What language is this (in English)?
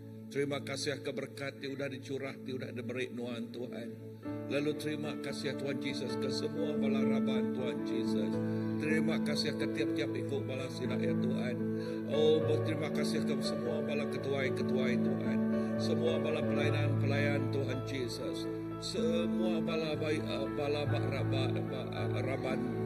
Iban